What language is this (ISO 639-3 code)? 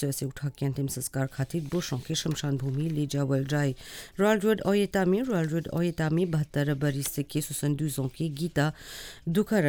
bho